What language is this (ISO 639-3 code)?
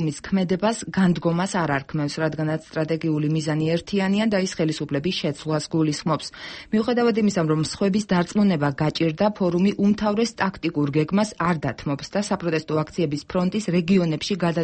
kat